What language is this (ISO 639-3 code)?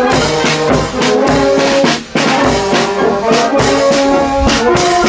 deu